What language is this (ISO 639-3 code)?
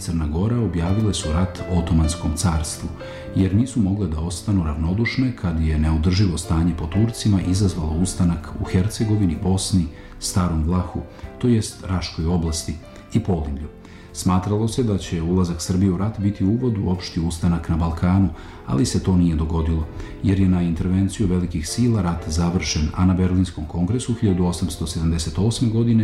srp